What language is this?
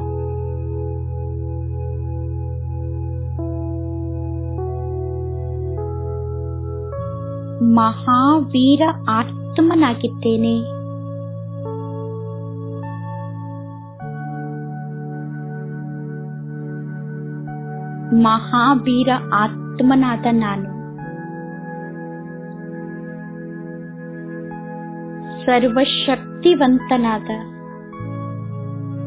Kannada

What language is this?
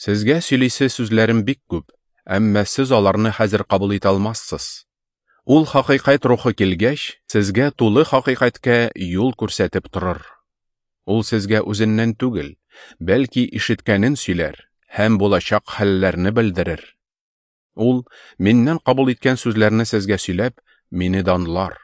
Tatar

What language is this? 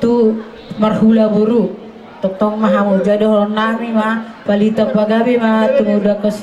Batak Toba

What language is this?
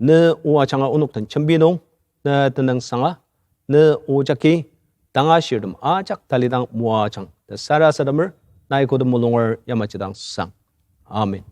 Ao Naga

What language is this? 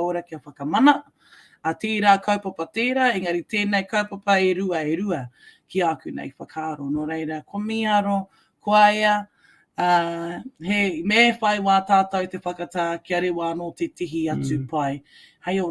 Māori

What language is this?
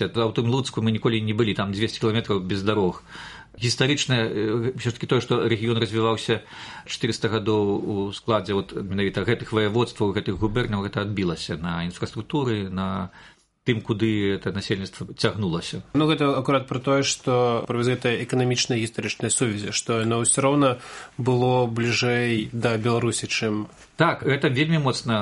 Belarusian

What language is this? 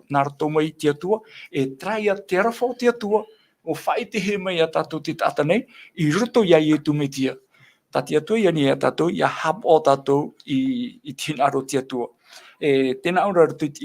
Tahitian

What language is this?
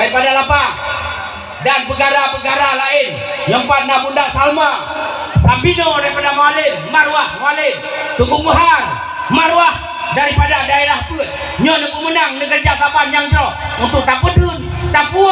Achinese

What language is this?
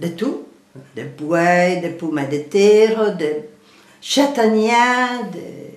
Occitan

